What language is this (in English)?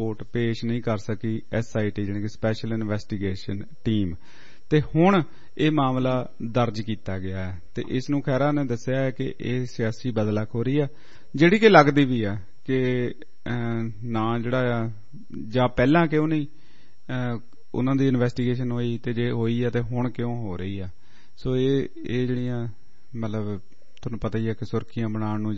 Punjabi